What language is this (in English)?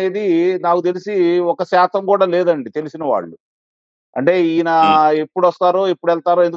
Telugu